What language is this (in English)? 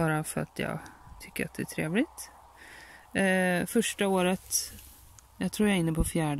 Swedish